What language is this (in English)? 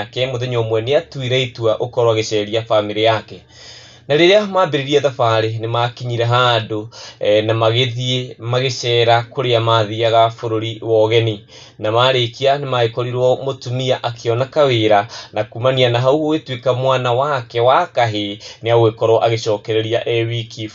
Kikuyu